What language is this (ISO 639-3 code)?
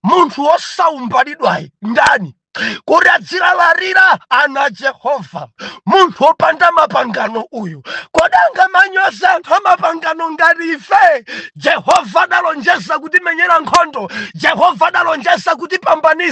nya